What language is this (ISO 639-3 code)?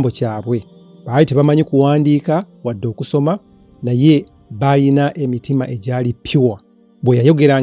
lug